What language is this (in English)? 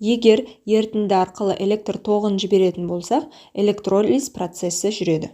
Kazakh